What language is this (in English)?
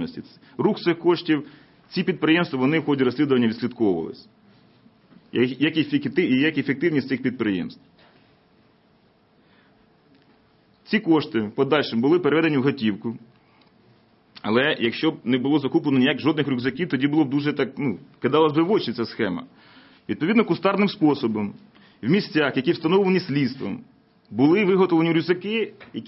Ukrainian